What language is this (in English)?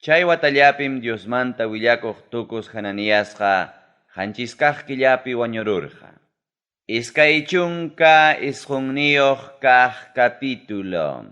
Ayacucho Quechua